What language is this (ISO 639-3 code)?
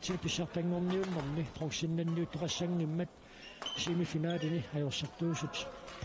kal